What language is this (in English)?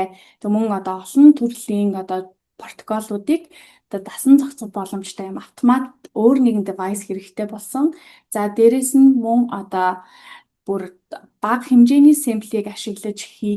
Mongolian